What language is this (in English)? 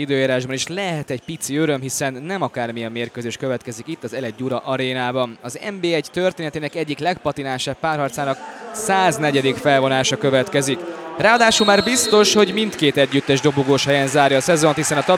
Hungarian